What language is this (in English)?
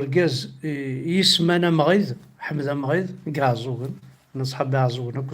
Kabyle